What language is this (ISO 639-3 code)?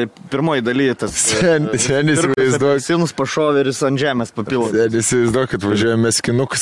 lit